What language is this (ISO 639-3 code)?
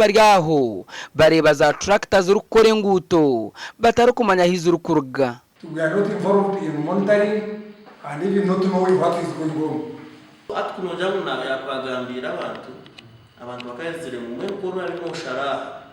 nyn